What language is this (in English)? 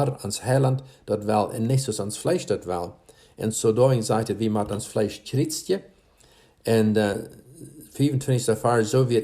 Plautdietsch